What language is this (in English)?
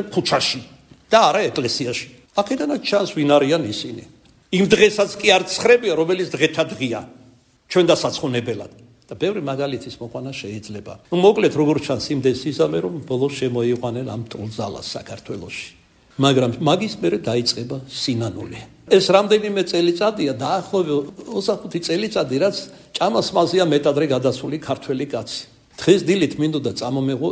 Georgian